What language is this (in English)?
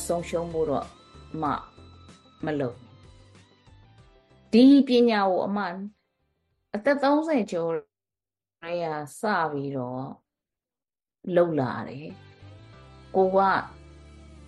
Burmese